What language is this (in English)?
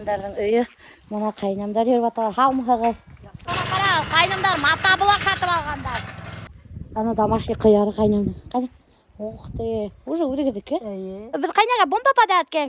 Bashkir